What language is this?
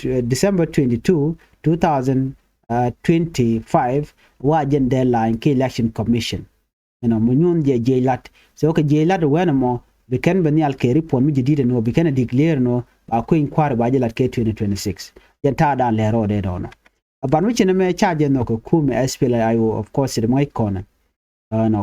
Nuer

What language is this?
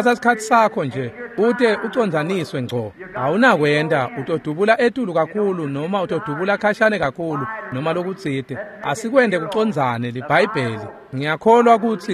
Swati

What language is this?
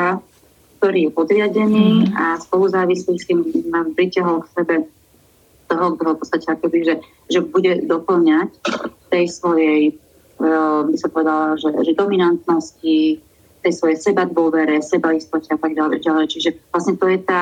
Slovak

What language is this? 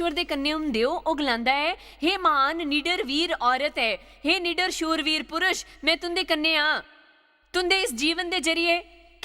Dogri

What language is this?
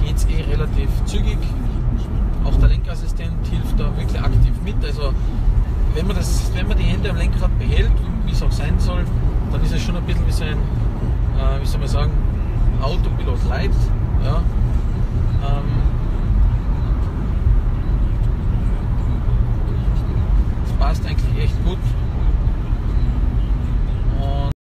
German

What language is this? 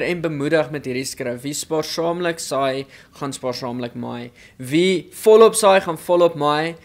Afrikaans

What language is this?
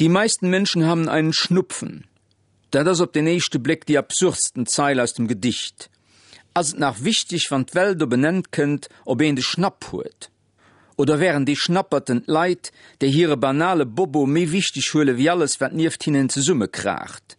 Luxembourgish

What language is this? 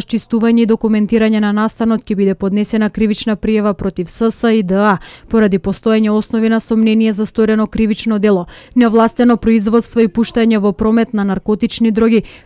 Macedonian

